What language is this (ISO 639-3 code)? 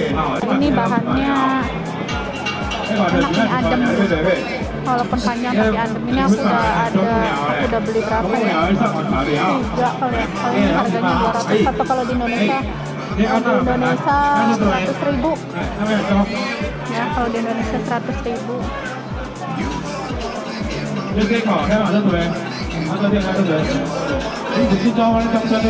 ind